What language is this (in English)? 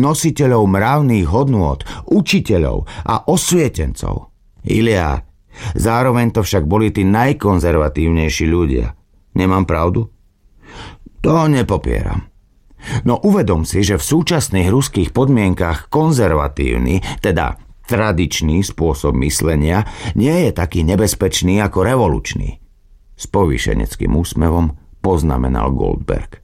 Slovak